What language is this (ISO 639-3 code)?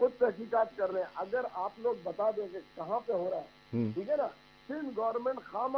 urd